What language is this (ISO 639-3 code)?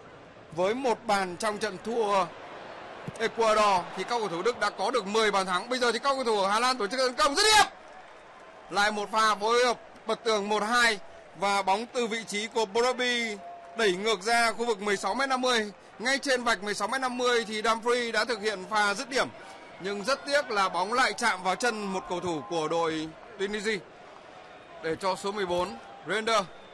vie